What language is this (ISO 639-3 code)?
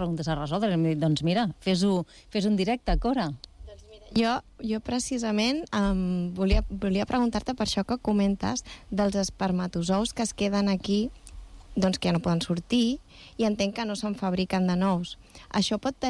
cat